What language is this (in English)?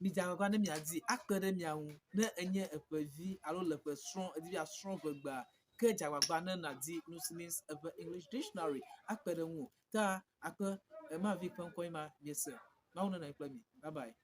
Ewe